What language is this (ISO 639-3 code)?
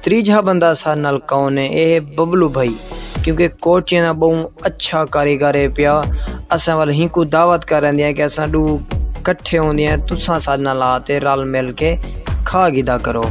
skr